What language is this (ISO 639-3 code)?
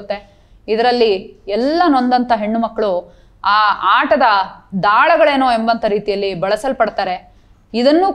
kan